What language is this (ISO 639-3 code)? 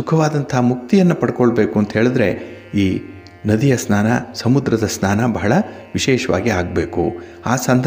kan